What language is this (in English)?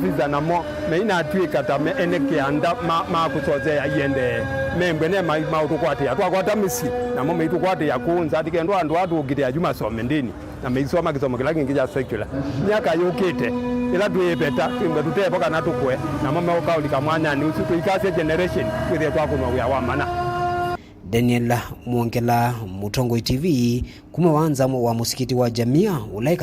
Kamba